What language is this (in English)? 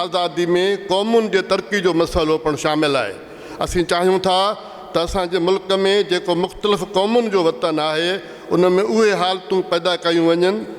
Sindhi